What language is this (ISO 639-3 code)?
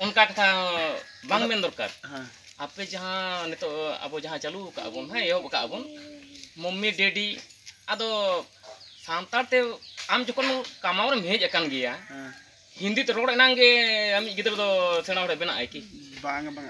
sat